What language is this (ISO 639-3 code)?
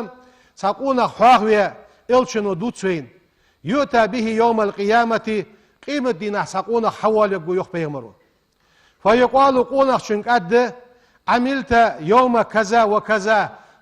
inh